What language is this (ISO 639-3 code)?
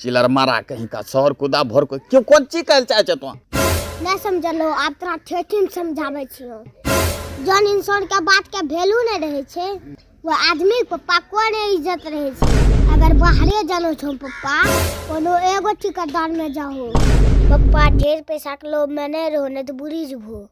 anp